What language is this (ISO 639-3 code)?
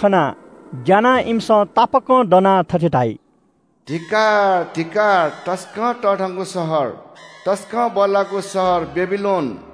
new